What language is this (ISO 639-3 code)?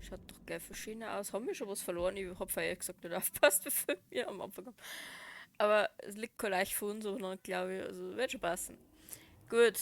bar